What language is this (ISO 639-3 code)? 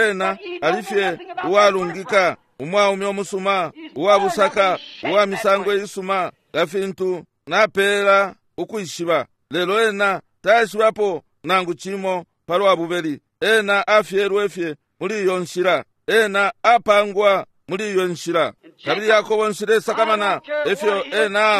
bem